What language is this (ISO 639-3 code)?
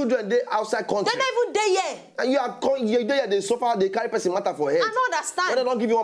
pcm